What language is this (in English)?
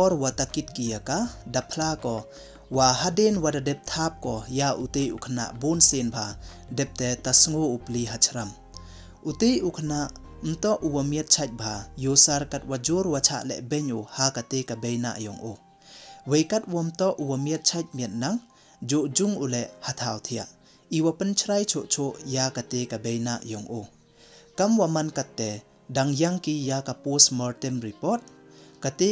Pnar